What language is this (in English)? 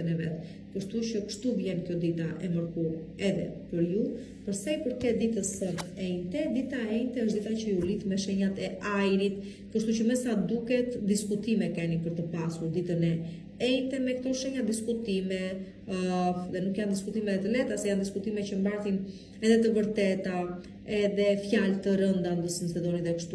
Albanian